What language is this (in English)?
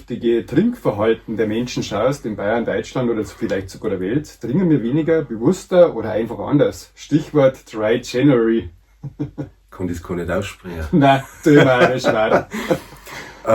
Bavarian